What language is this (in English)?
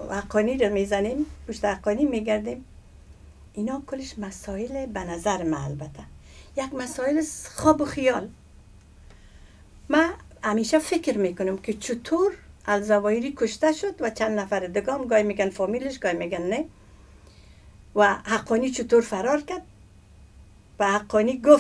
Persian